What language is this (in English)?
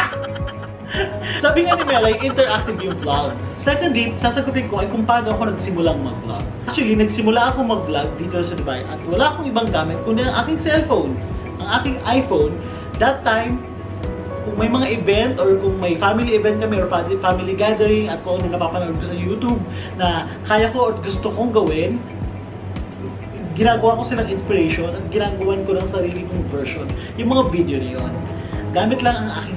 Filipino